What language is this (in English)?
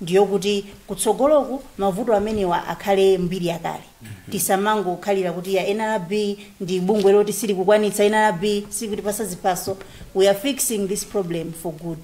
Nyanja